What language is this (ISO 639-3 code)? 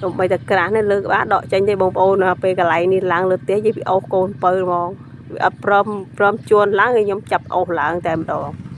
khm